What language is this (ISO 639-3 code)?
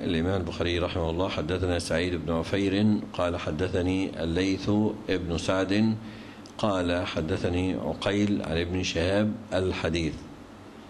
ara